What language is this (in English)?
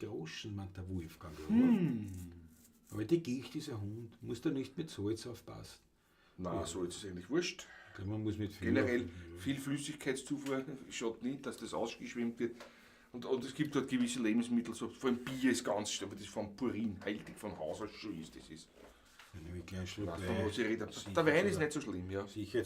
Bavarian